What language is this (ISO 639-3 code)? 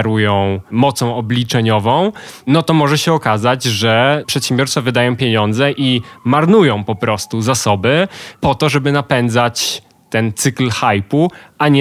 pol